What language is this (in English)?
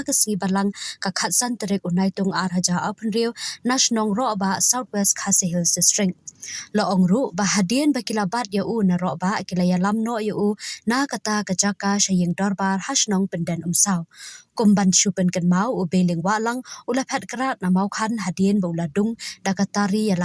Khasi